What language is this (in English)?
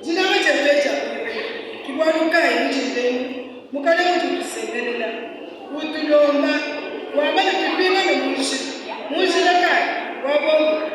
Luba-Lulua